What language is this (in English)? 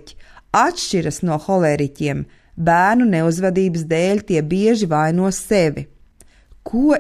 Latvian